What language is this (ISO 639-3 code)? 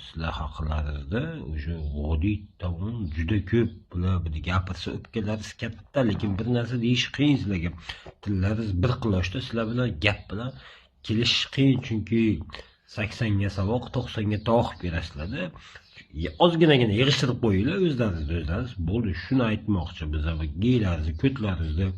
uzb